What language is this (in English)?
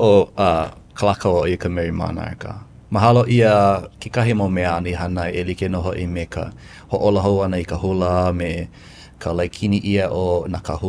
Hawaiian